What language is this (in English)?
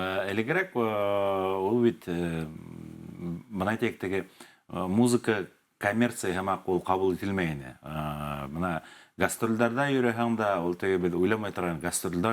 Bashkir